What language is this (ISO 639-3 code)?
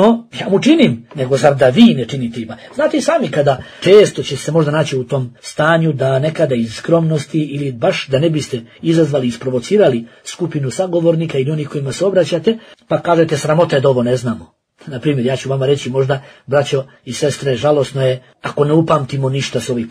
bos